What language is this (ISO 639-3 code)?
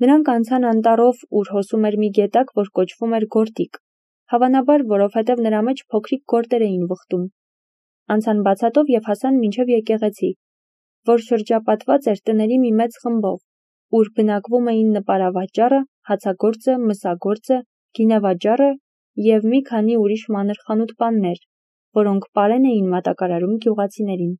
hye